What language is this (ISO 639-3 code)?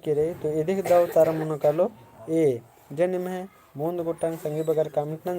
kru